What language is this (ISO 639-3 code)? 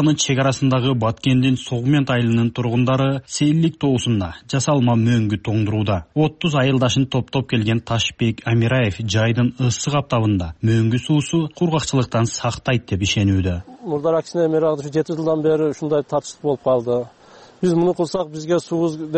kir